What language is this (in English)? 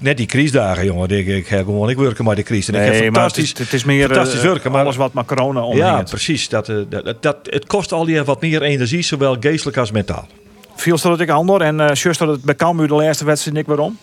Western Frisian